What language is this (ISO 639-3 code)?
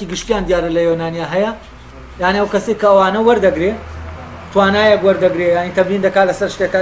ckb